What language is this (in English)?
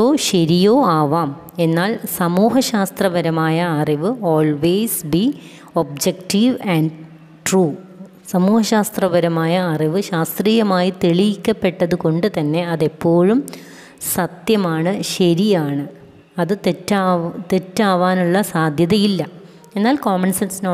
Malayalam